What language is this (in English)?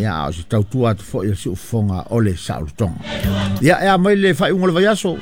Samoan